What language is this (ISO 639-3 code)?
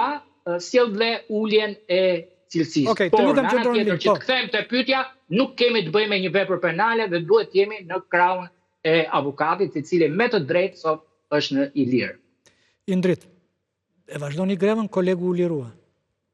sqi